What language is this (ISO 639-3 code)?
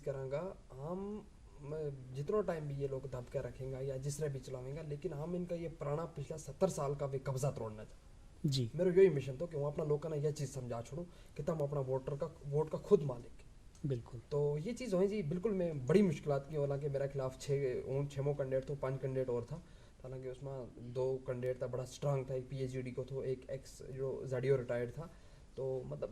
gju